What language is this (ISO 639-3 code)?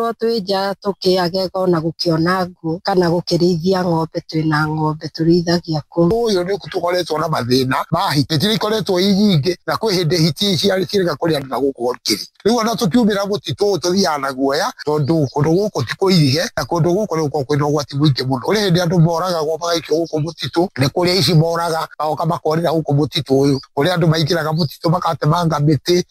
kik